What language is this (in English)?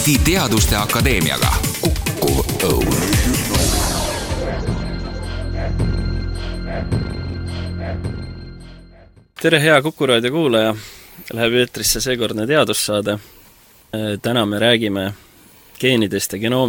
Estonian